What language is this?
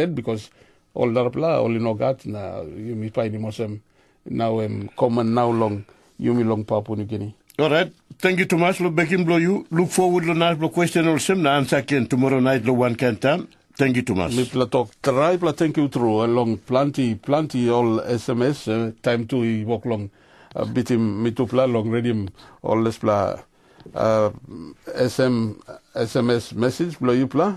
Tok Pisin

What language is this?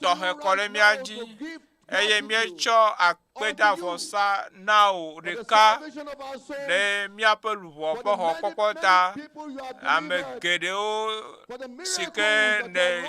Ewe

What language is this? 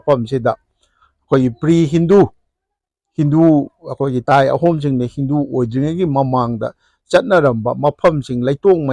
Manipuri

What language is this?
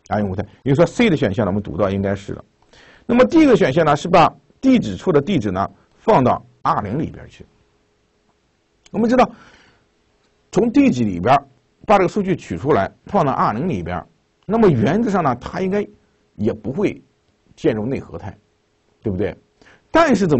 Chinese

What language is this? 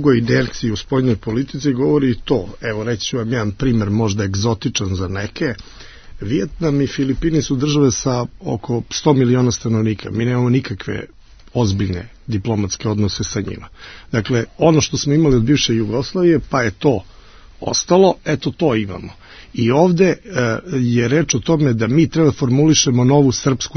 Serbian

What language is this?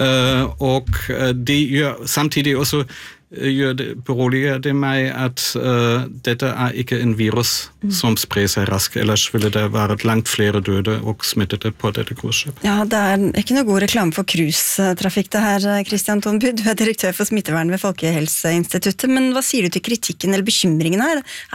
Norwegian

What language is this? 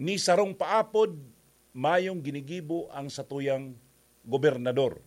Bikol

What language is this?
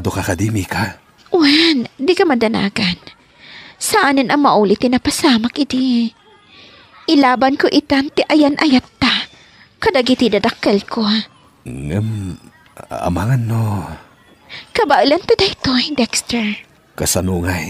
Iloko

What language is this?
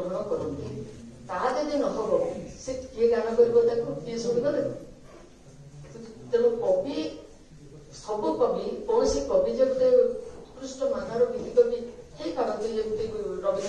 Odia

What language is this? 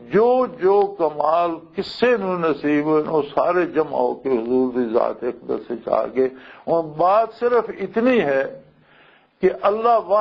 Western Panjabi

